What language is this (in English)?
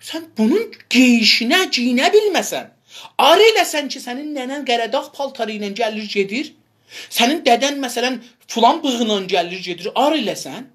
South Azerbaijani